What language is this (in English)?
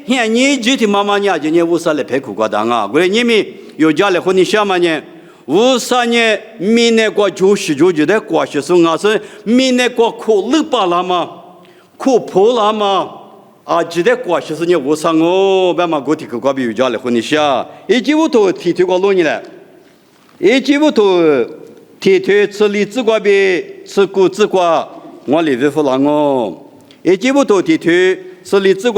Lisu